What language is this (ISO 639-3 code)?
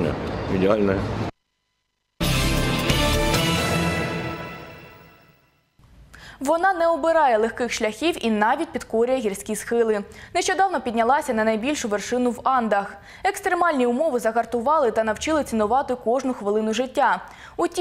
ukr